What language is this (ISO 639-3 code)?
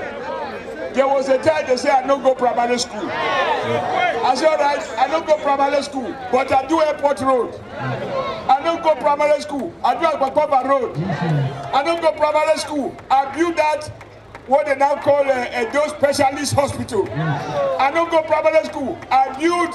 pcm